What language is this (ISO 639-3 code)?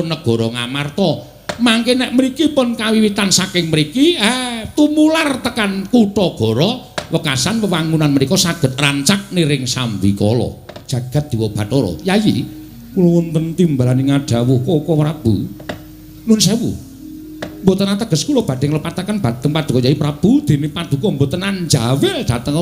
jav